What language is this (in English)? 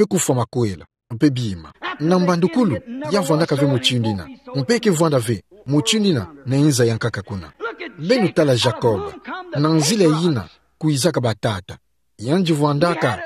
Kituba (Democratic Republic of Congo)